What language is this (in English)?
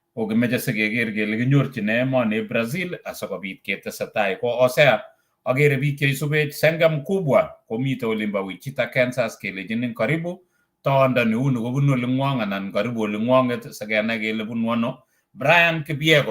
Kalenjin